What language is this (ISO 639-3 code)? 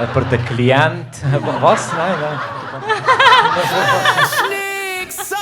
gsw